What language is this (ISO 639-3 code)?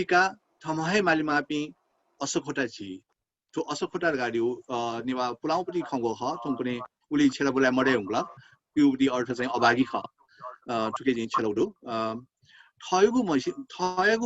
new